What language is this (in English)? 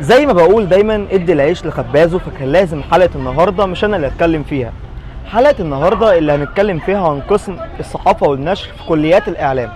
Egyptian Arabic